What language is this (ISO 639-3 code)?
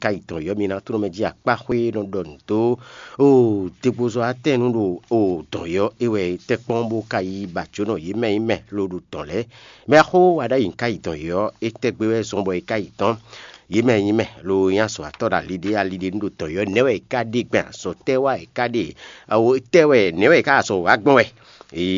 fon